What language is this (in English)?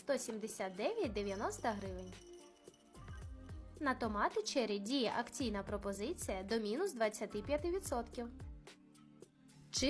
Ukrainian